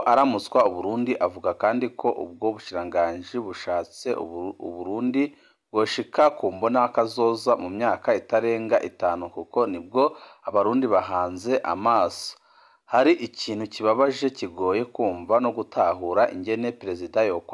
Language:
Rundi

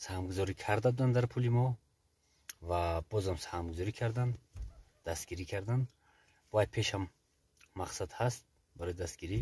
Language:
Tajik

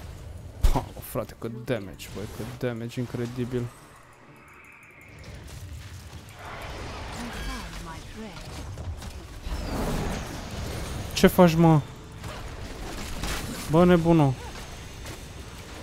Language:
Romanian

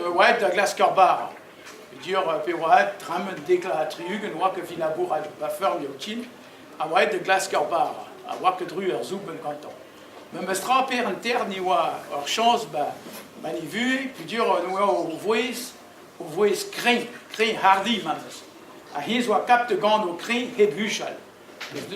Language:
Breton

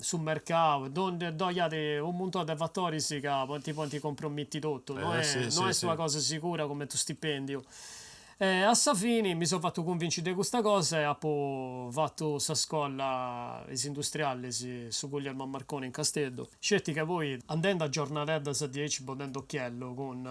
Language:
Sardinian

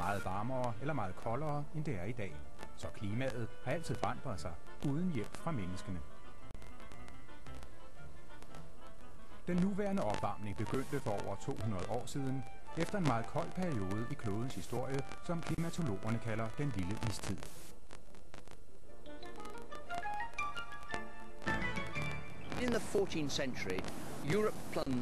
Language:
Danish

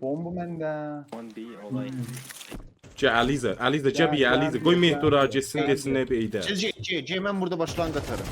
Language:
South Azerbaijani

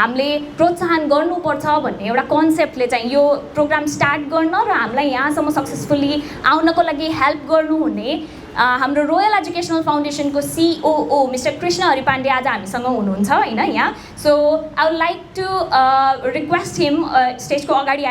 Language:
Nepali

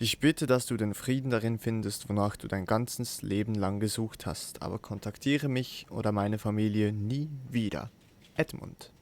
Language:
Swiss German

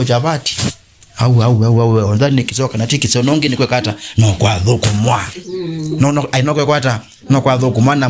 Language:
Kamba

